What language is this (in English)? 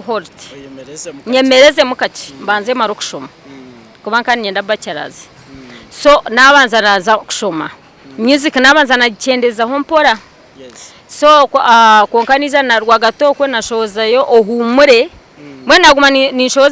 Nyankole